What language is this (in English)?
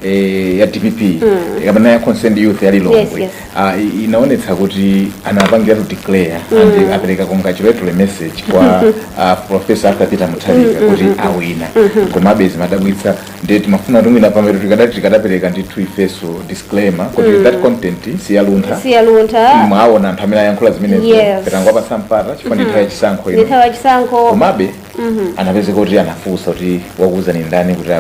Nyanja